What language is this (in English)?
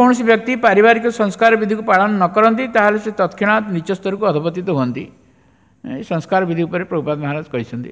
Odia